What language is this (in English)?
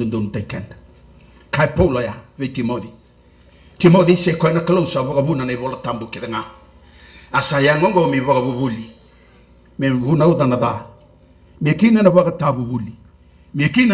Fijian